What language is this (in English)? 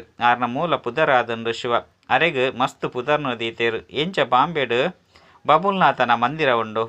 Tulu